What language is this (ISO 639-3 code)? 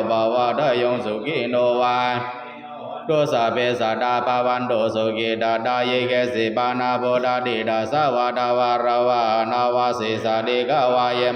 pli